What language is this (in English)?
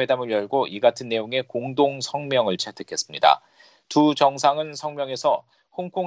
Korean